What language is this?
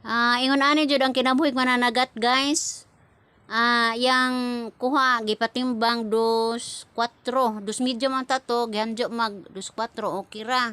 Cebuano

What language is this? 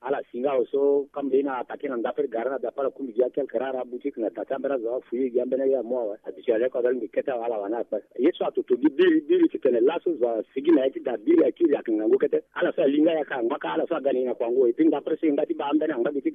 Sango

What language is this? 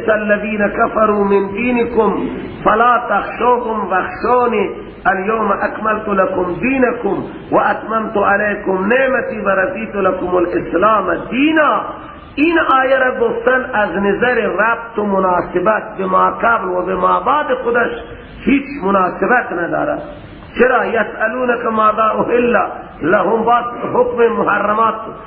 Persian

